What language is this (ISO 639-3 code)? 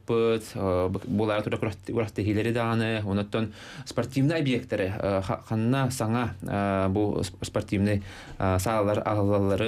sah